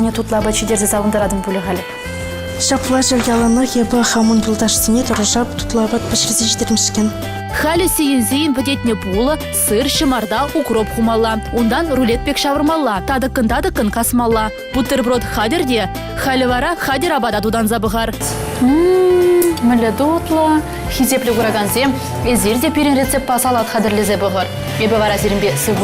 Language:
Chuvash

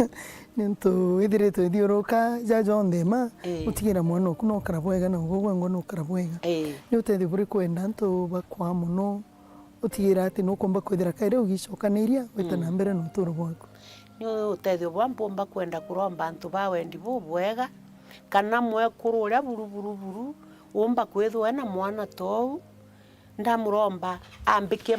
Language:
Meru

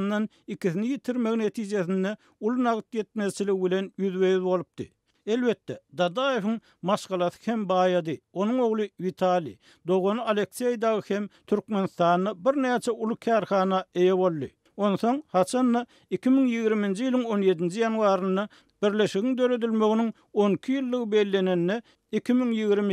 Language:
Turkmen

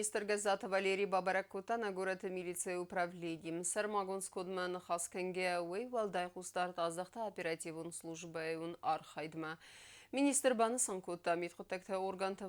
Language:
Ossetic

